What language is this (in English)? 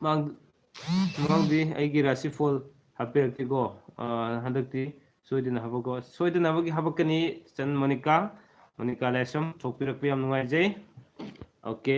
Manipuri